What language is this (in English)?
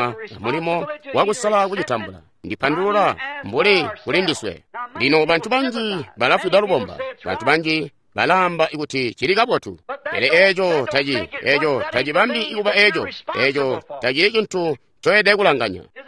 Tonga (Zambia)